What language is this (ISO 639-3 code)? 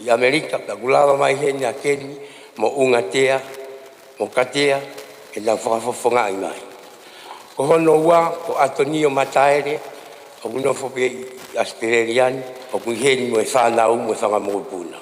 ton